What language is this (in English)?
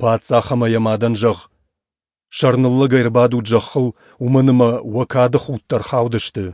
Ossetic